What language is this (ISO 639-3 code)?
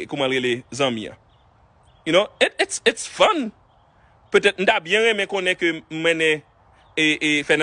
hat